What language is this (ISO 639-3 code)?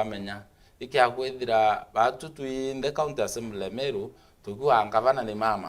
mer